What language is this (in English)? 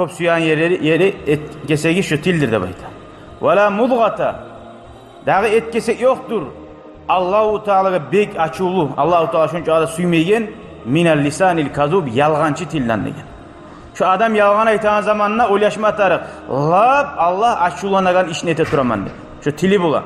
Kumyk